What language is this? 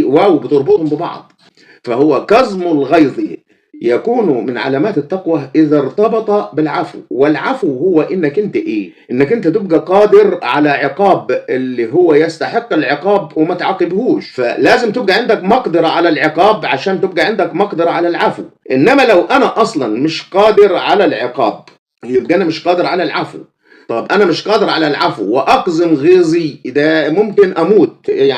Egyptian Arabic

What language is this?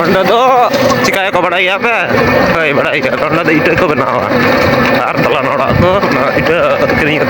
Santali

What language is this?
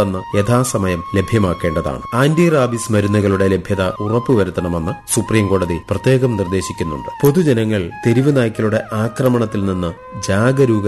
Malayalam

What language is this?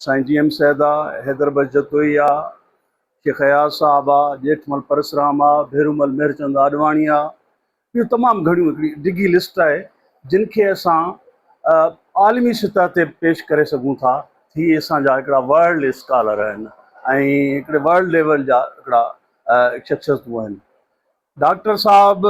Sindhi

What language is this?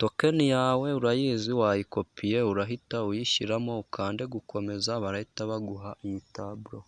Kinyarwanda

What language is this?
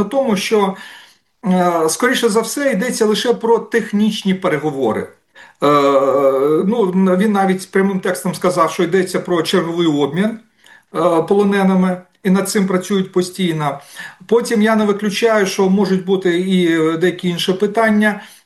Ukrainian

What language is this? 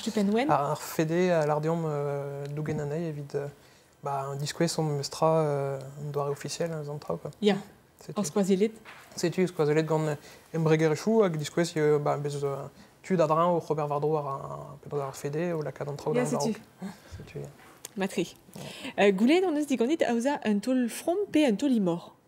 Breton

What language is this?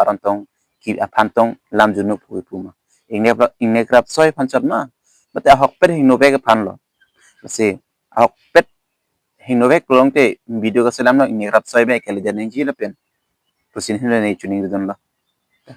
Karbi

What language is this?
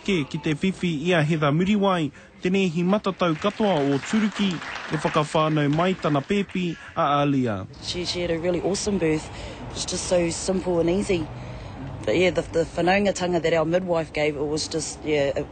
Māori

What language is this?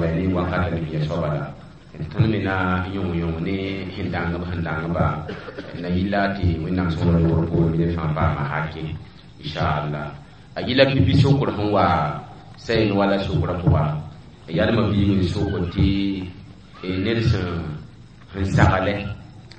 Mossi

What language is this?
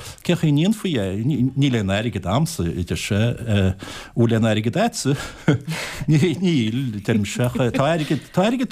Irish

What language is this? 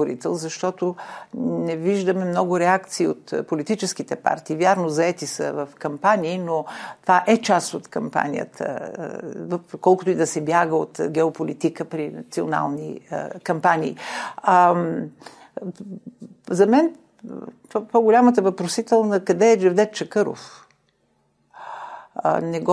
Bulgarian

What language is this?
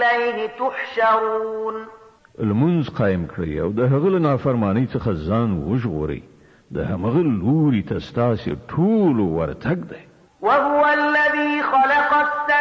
Pashto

